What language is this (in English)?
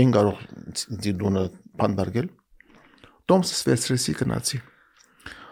Armenian